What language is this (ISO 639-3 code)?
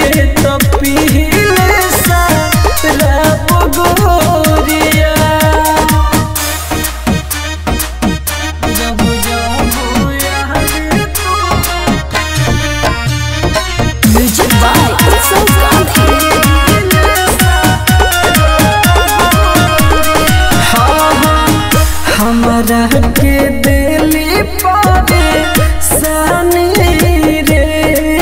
bho